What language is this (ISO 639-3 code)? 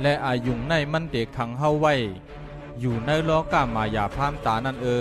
shn